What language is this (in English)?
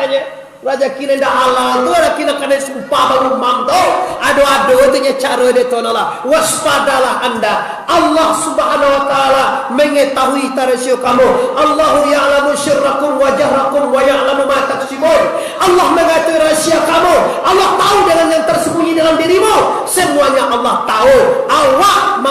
Minangkabau